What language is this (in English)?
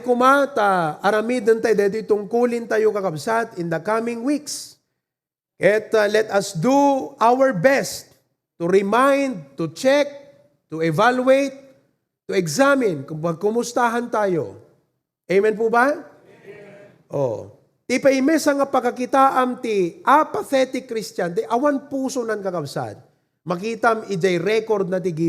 Iloko